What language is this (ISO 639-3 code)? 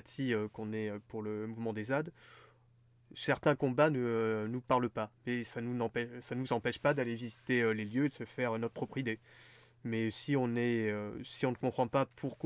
fra